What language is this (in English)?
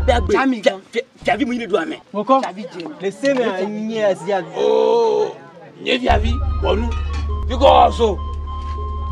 Ewe